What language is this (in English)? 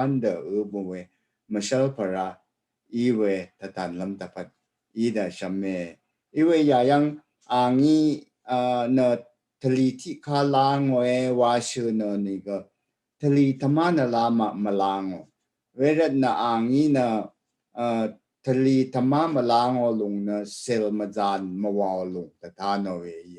Rawang